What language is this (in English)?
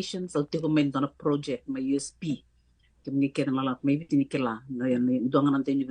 Fijian